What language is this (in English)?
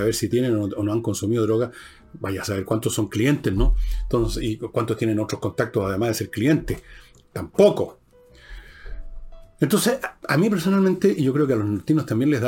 Spanish